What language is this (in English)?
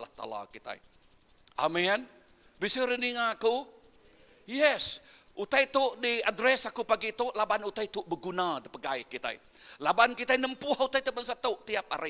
Iban